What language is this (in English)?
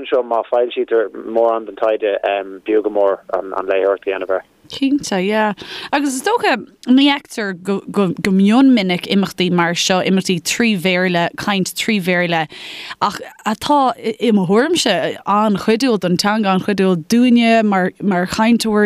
Irish